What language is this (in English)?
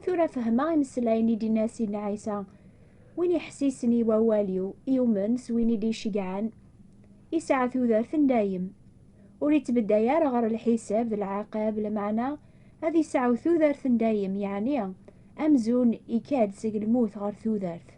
Kabyle